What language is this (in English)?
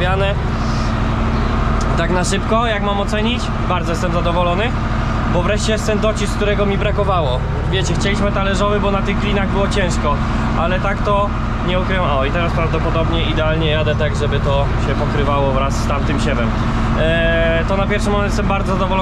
Polish